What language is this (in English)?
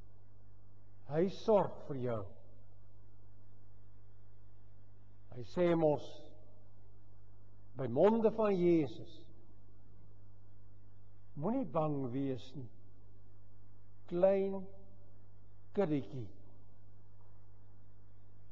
Afrikaans